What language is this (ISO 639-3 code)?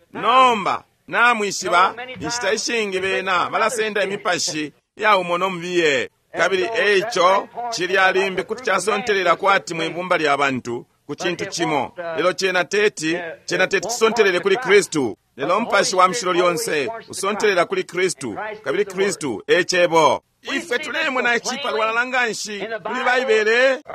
bem